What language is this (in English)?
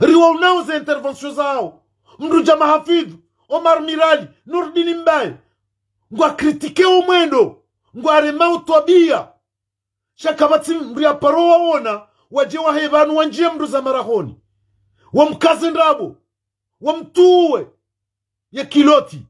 Ngazidja Comorian